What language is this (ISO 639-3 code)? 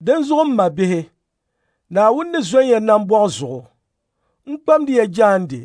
dag